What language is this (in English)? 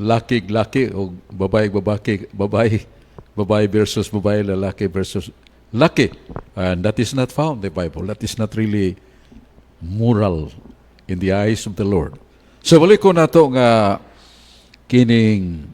Cebuano